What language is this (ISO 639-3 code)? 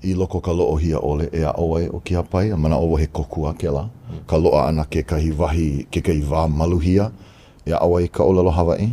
haw